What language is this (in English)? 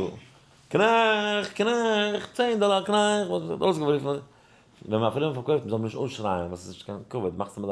Yiddish